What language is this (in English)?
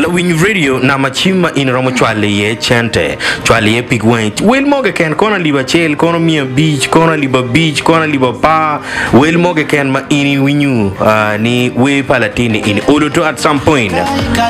Acoli